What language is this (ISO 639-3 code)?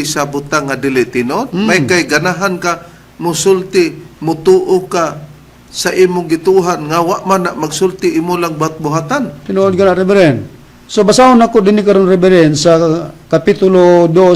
ceb